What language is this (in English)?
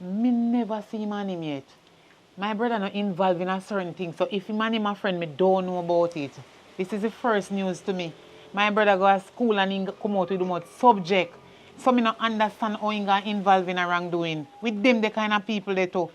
Jamaican Creole English